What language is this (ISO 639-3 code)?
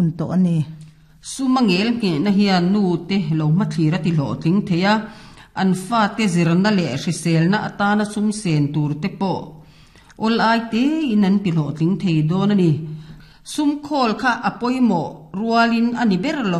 lus